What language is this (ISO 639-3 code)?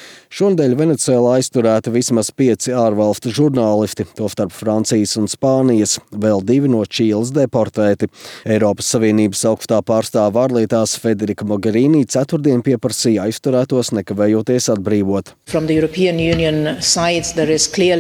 lav